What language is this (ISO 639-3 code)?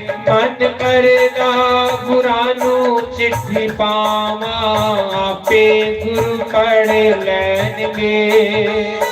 doi